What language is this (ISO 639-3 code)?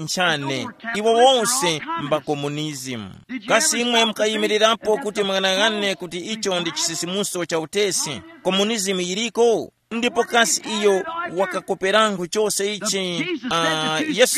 tum